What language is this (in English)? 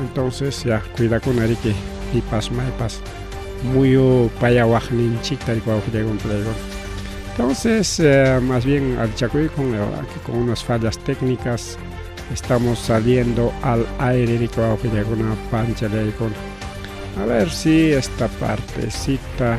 Ayacucho Quechua